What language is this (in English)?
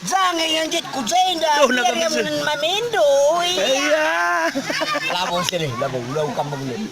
Batak Karo